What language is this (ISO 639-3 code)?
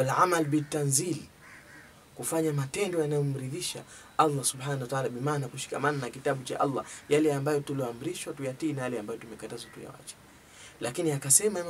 swa